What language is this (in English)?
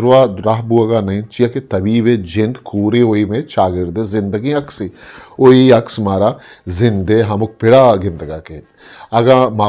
Eastern Balochi